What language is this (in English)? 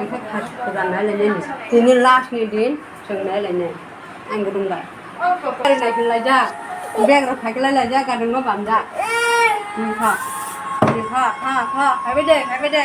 Kok Borok